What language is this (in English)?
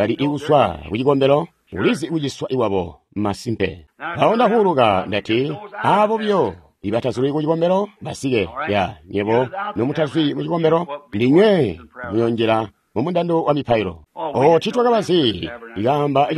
Tonga (Zambia)